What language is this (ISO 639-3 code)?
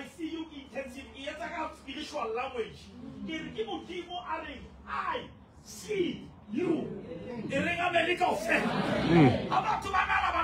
sot